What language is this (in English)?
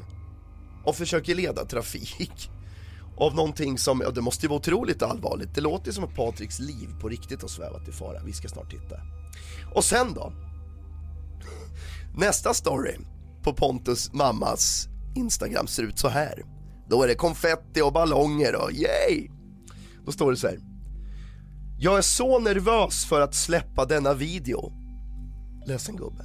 Swedish